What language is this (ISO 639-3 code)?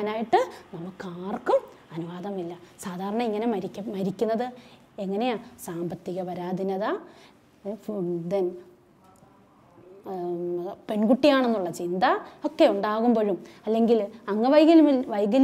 mal